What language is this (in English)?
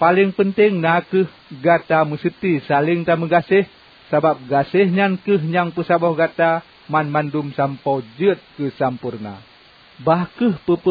Achinese